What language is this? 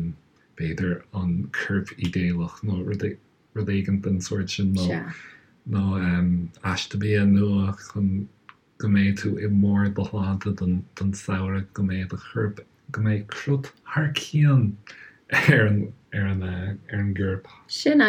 Irish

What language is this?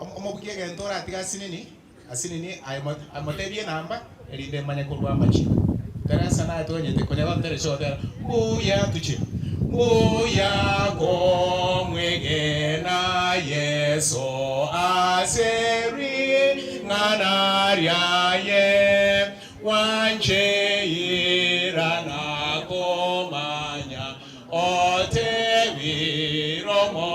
Gusii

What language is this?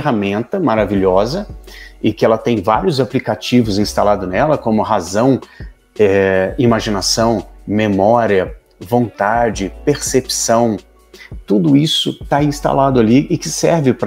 Portuguese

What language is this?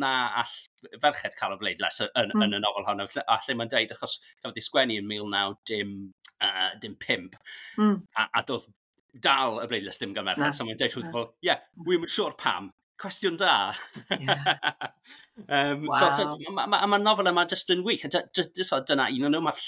Welsh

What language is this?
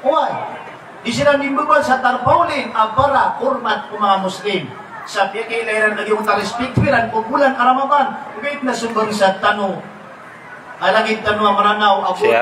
Maranao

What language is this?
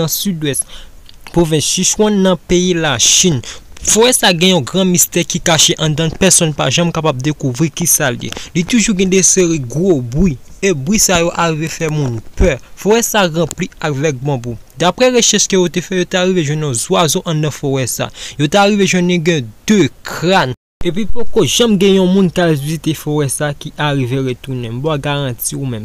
Haitian Creole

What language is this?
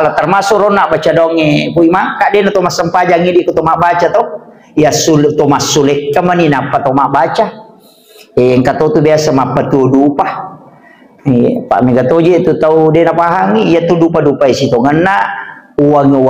Buginese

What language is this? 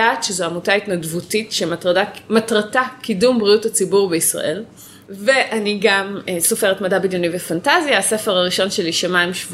Hebrew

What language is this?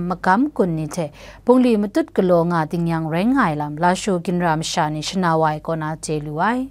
Kachin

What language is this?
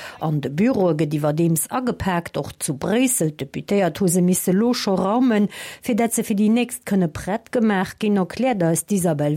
Luxembourgish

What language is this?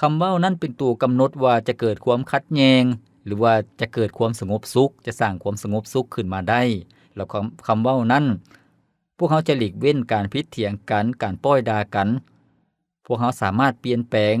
Lao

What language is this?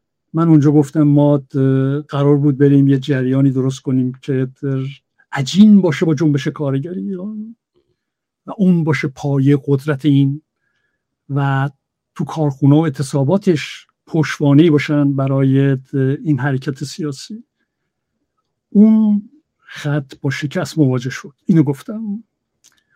Persian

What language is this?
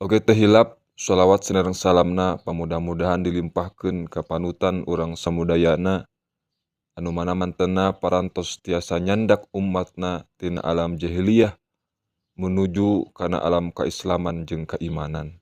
Sundanese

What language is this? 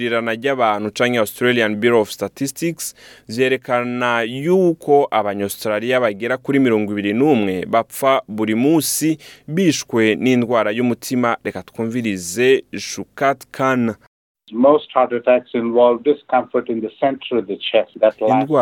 Rundi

